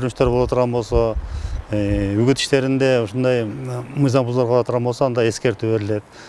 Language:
Kyrgyz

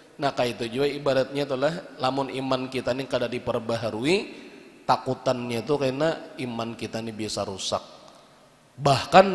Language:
Banjar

